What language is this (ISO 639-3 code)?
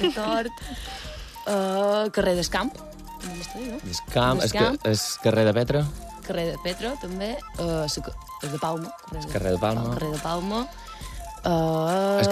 cat